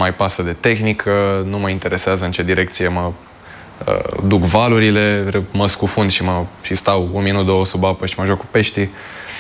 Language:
Romanian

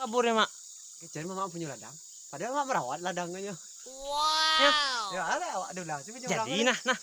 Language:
Minangkabau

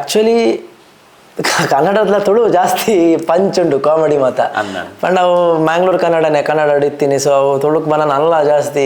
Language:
Tulu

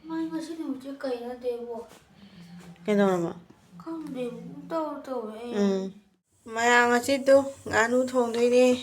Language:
Manipuri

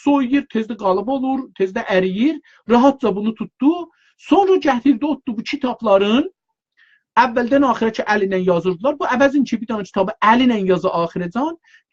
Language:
South Azerbaijani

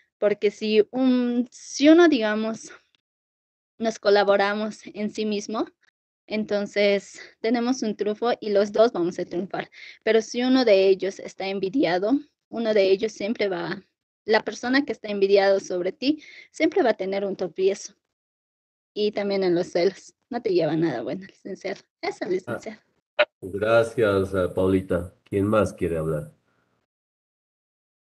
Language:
Spanish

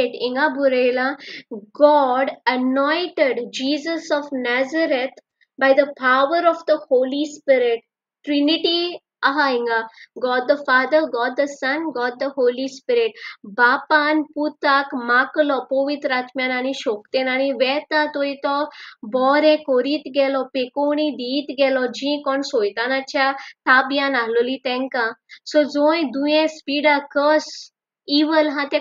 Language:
Konkani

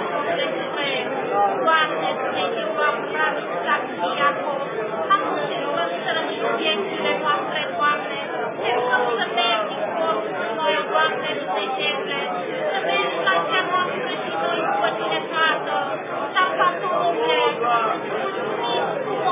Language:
Romanian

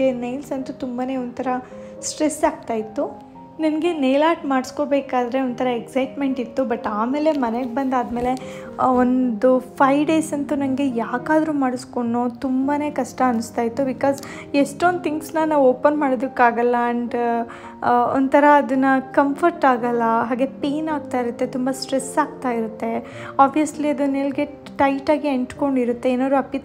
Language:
Kannada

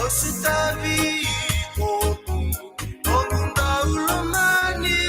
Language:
Fijian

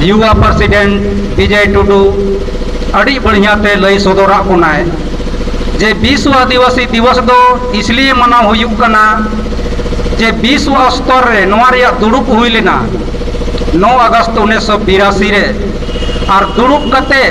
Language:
Santali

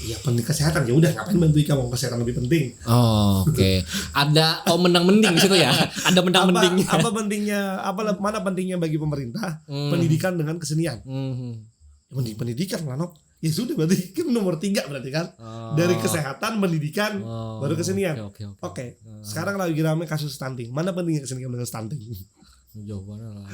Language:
Banjar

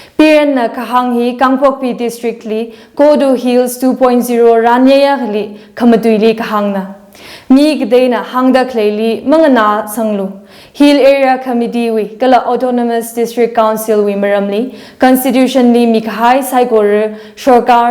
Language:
Tangkhul Naga (India)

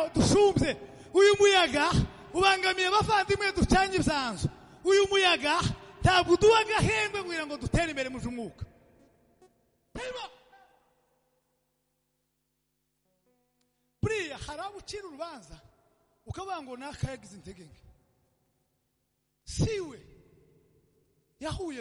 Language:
Kinyarwanda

